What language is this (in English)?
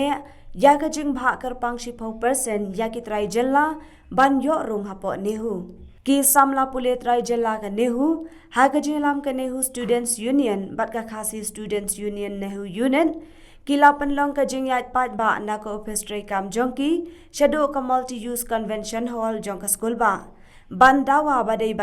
Khasi